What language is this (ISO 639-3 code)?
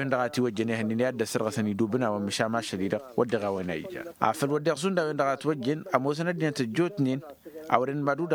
taq